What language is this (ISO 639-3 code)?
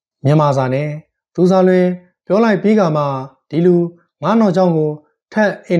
mya